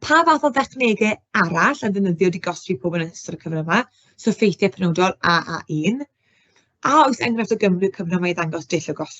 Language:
Welsh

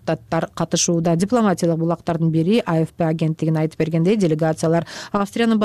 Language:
Kyrgyz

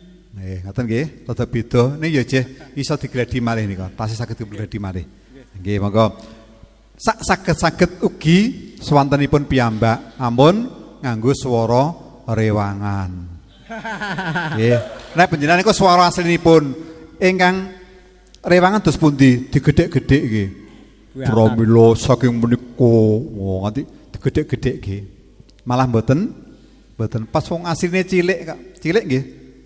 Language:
Javanese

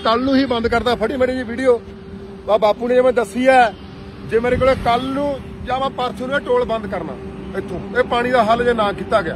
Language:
Punjabi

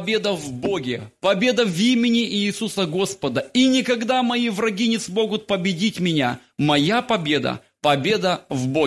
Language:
Russian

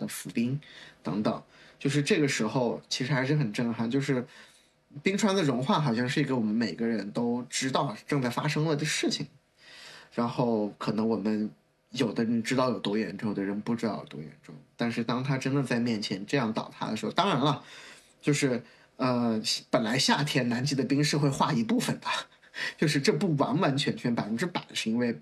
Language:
Chinese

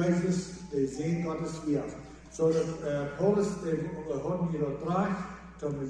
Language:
Plautdietsch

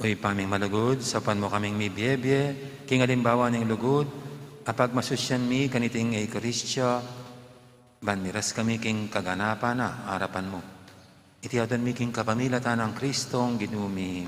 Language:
Pampanga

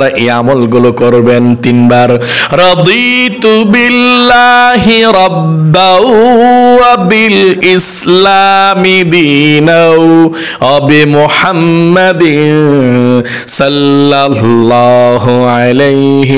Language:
Bangla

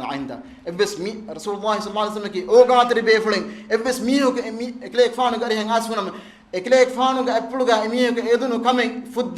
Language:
Divehi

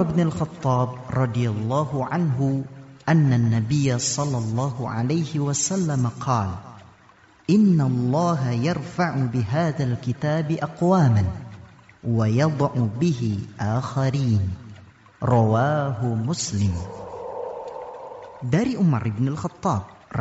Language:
Indonesian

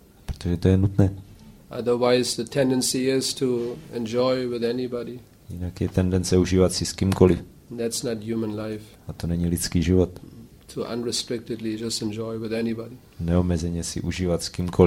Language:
Czech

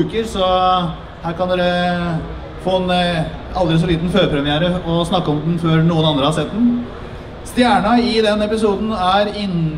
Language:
Norwegian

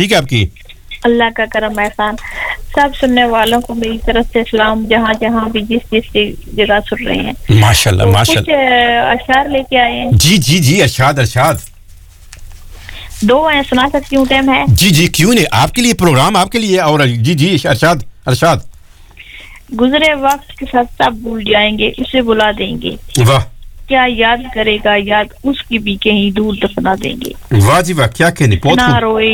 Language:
Urdu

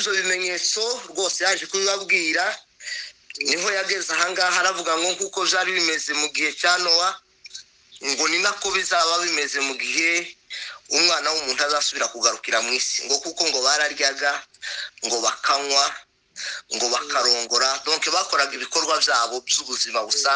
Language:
Kinyarwanda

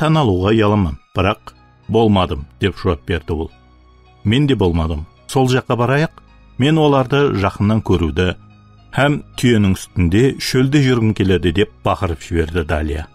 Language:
Kara-Kalpak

